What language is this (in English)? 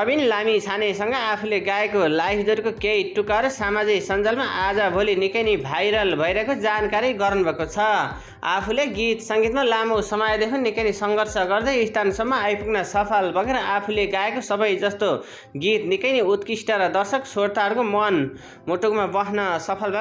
Nepali